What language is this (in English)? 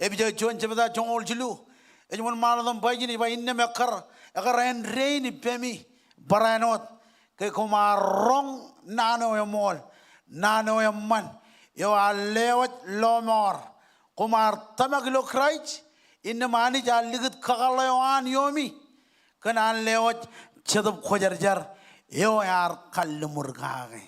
Marshallese